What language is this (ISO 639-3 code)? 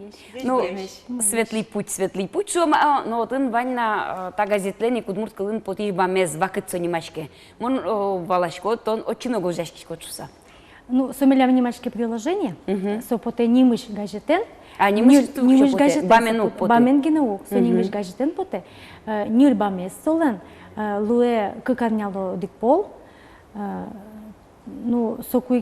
udm